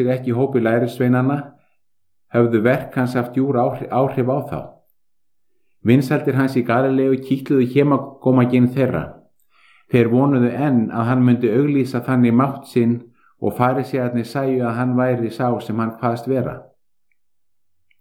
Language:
Icelandic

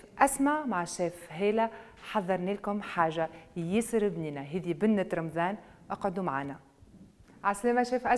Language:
Tunisian Arabic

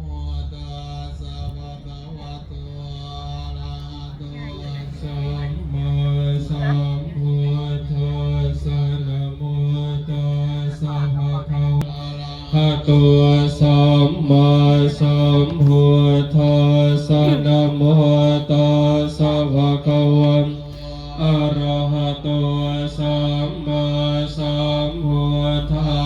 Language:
Pali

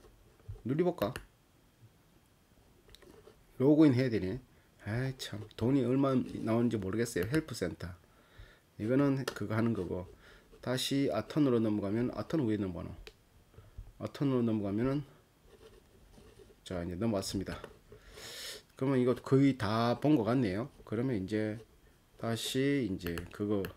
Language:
Korean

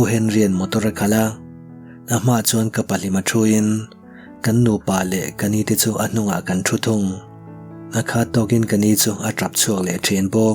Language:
Mizo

